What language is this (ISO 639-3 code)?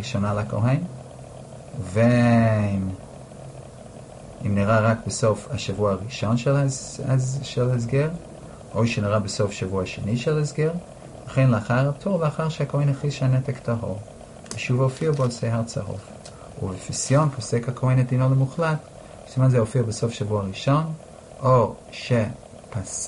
heb